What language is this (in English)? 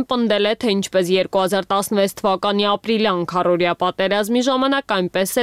Armenian